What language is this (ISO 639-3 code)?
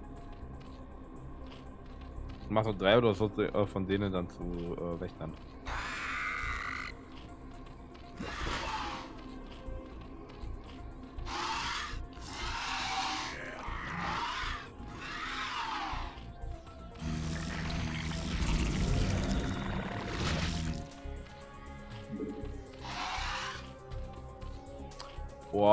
deu